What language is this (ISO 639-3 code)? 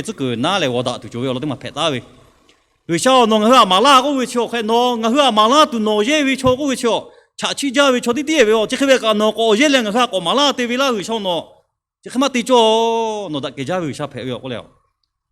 lhu